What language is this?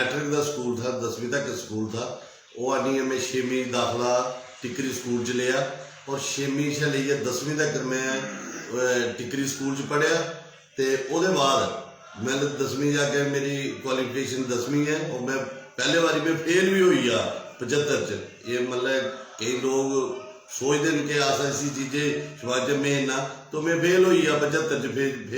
Dogri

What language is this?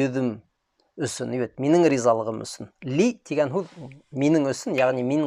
Bashkir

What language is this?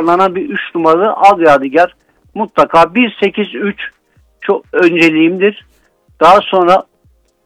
Turkish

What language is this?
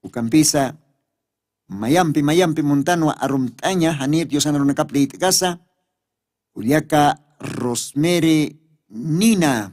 Aymara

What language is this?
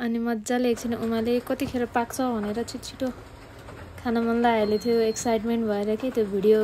Nepali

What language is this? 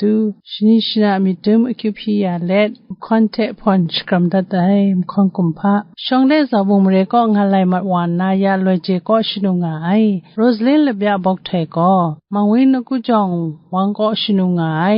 Kachin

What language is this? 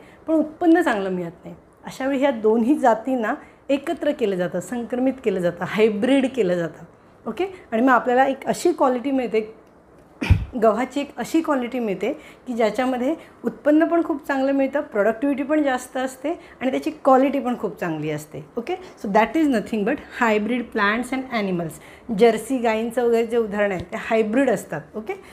Marathi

